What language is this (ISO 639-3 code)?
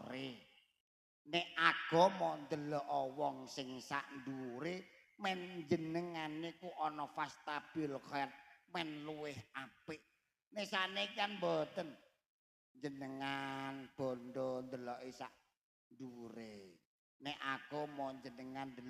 jav